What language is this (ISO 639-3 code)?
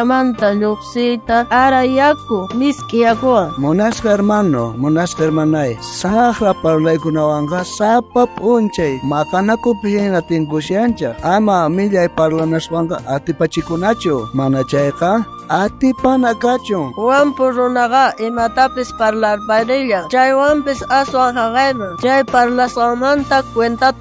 quh